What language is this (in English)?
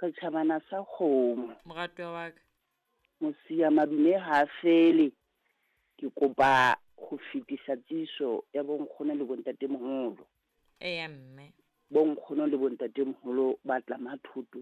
Southern Sotho